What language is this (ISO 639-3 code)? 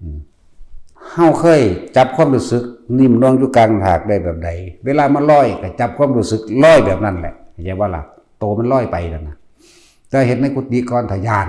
tts